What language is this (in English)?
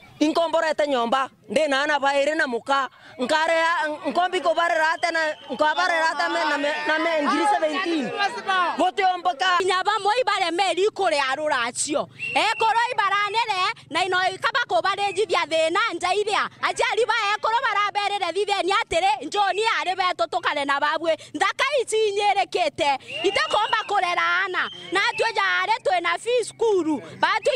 Meru